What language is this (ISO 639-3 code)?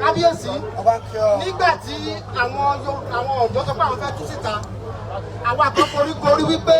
yor